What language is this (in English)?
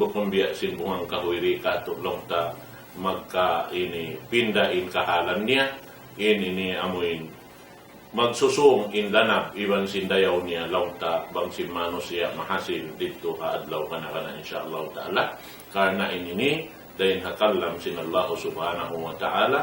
Tausug